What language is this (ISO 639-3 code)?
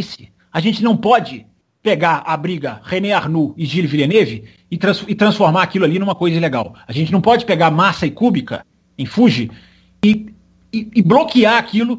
por